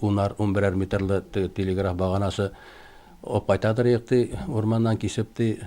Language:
Tatar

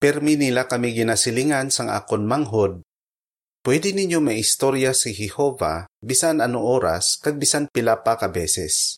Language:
Hiligaynon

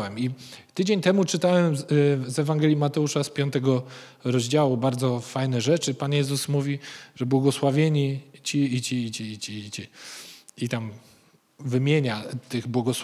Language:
Polish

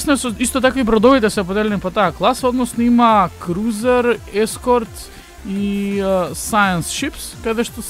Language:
Macedonian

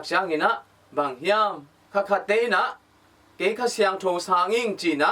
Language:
Tedim Chin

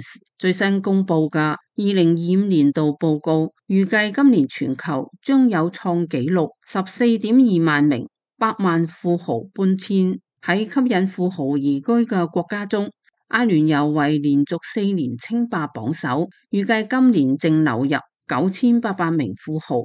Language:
Cantonese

